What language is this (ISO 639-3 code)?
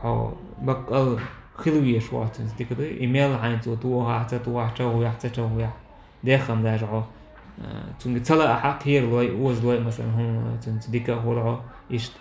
che